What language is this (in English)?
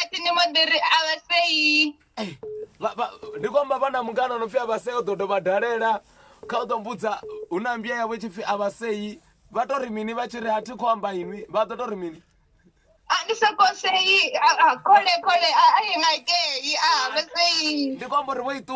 Venda